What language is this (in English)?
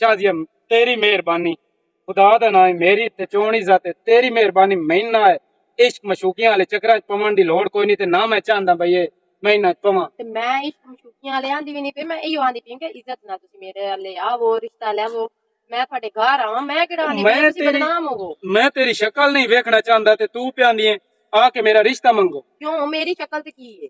Western Panjabi